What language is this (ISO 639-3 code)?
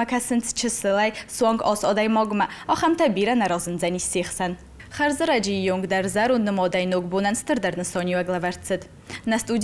oss